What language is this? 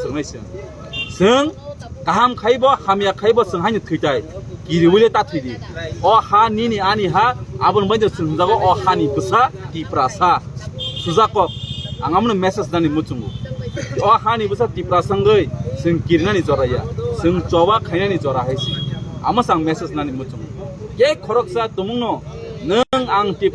Kok Borok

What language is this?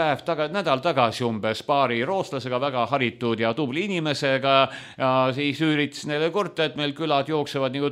Estonian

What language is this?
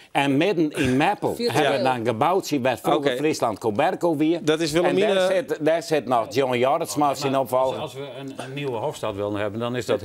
Western Frisian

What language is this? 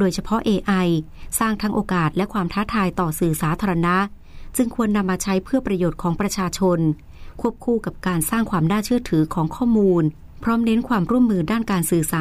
Thai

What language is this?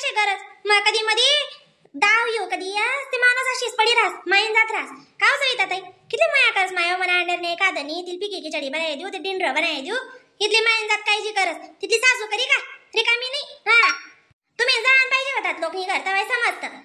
Khandesi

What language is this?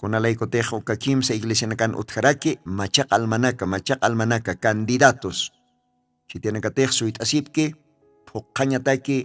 Aymara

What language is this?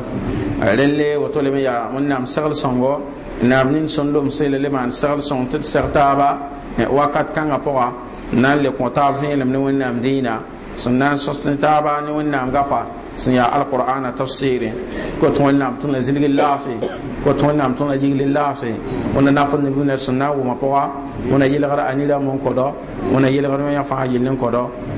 Mossi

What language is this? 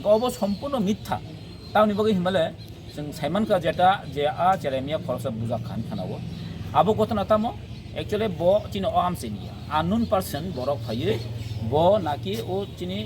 Kok Borok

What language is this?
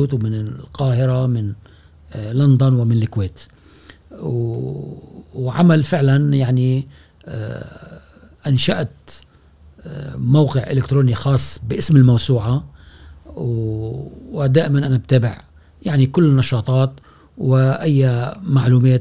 Gulf Arabic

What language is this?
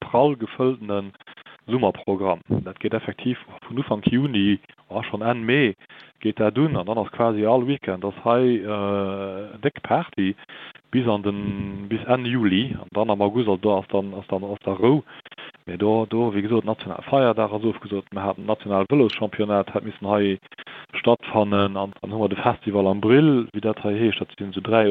Luxembourgish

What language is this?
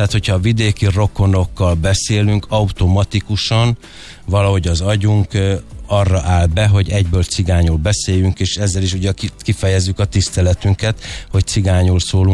Hungarian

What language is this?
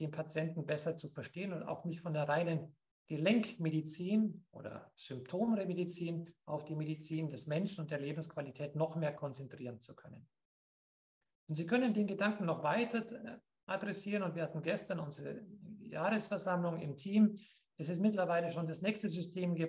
German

